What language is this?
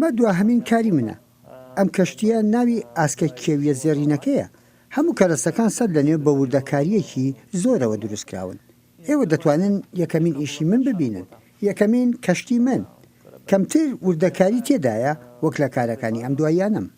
Kurdish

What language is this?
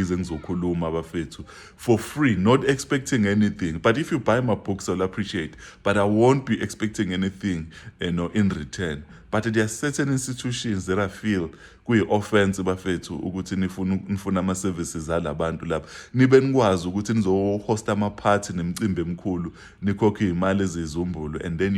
Zulu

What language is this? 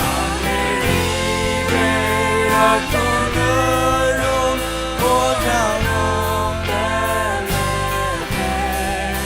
Faroese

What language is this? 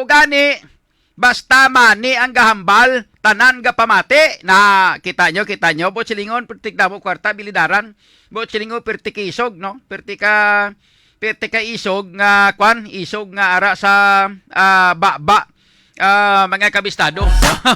Hiligaynon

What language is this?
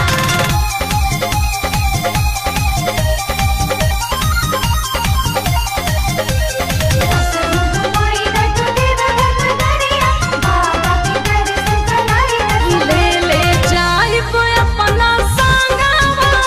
Bhojpuri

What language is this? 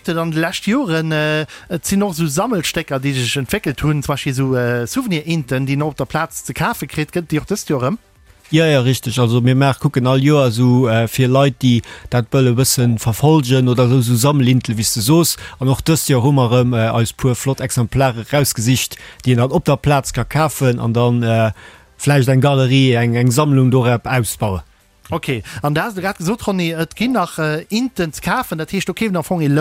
Luxembourgish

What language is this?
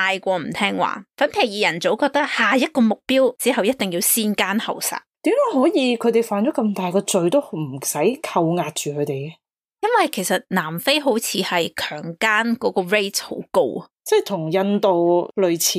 Cantonese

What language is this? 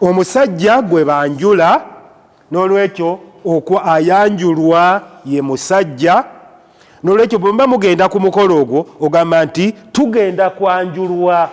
Ganda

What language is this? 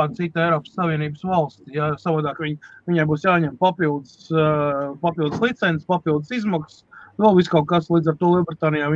Latvian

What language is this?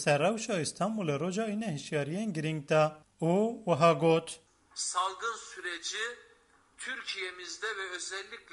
Kurdish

